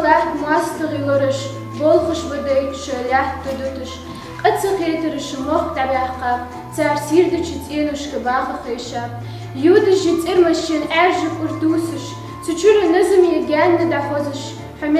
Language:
Ingush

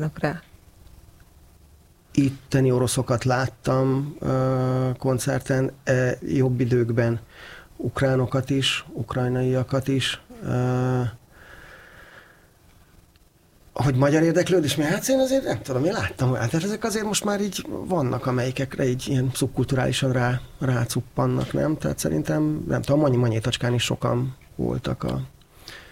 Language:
Hungarian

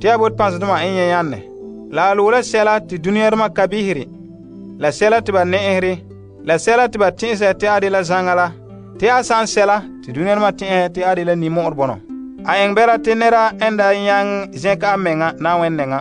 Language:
Frafra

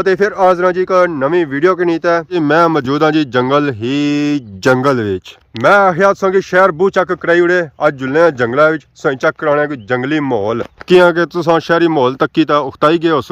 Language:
Pahari-Potwari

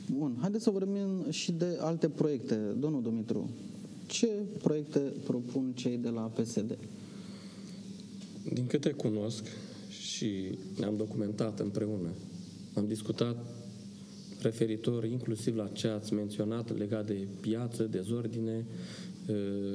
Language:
Romanian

